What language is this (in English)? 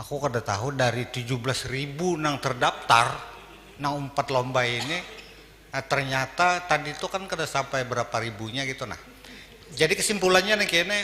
Banjar